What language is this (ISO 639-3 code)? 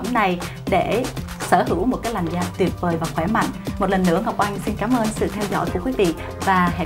vie